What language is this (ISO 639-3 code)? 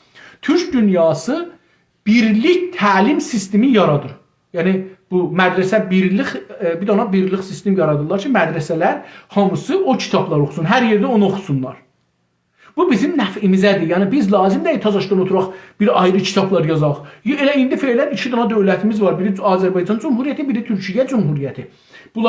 azb